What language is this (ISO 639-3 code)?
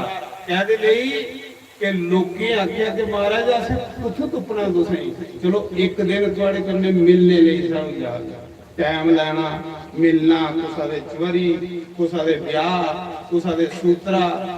doi